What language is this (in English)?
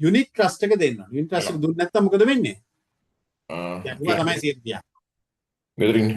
Sinhala